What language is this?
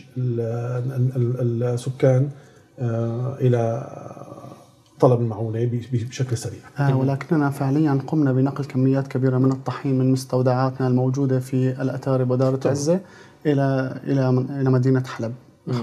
Arabic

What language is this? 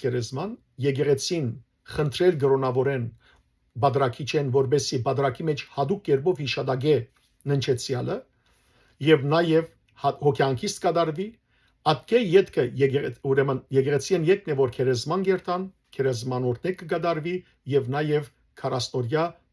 Western Armenian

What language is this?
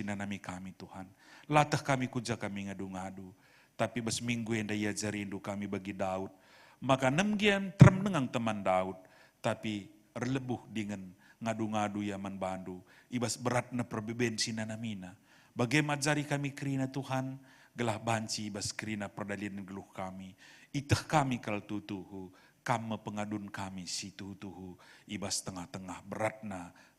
Batak Karo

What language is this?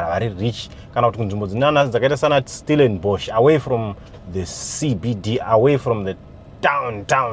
Shona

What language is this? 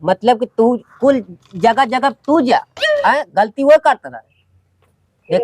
Awadhi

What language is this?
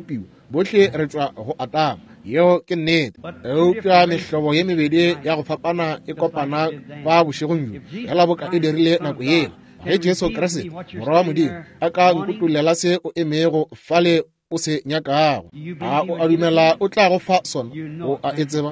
Northern Sotho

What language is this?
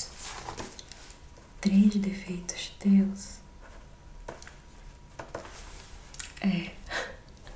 Portuguese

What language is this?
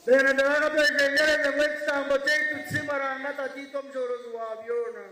Nyankole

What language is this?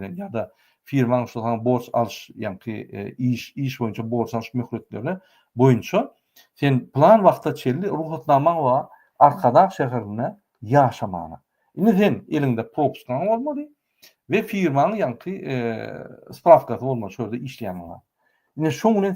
Turkmen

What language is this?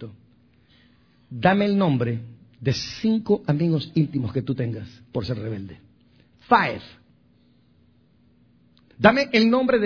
Spanish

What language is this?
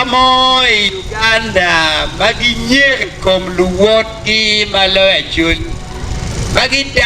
Acoli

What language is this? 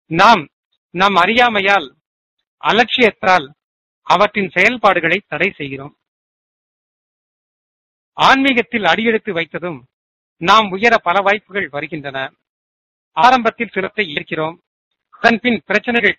Tamil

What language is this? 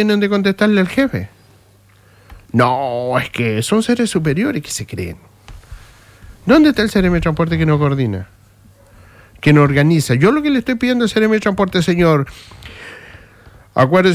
Spanish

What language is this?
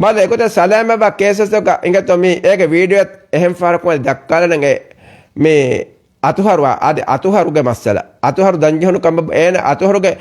Divehi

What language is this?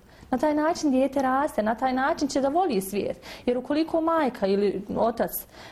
Bosnian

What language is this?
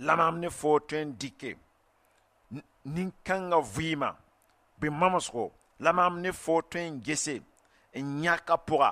Mossi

